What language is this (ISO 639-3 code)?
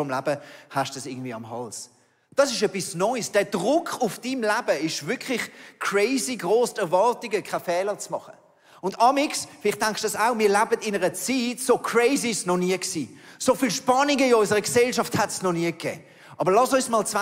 gsw